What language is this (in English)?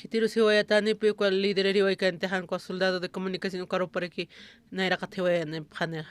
Aymara